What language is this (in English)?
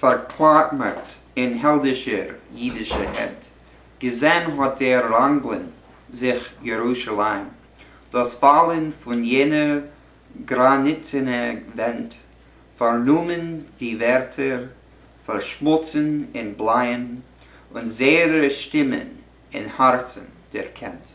Yiddish